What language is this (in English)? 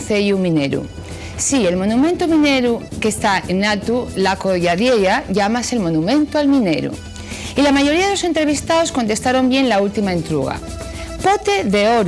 Asturian